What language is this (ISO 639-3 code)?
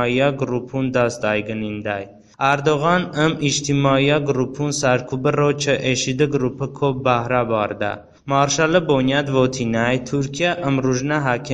tly